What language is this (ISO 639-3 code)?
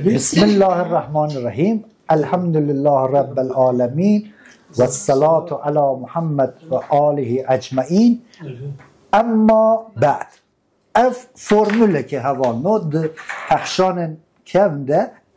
kur